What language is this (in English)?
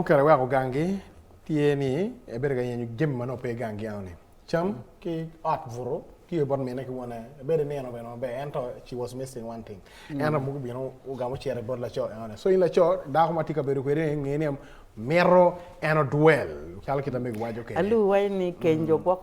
Acoli